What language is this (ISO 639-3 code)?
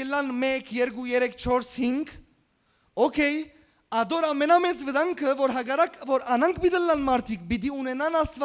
hyw